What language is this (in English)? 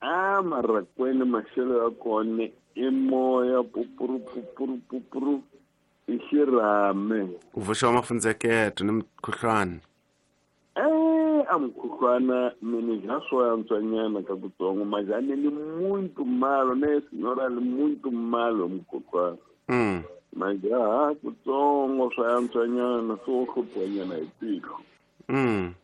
Tsonga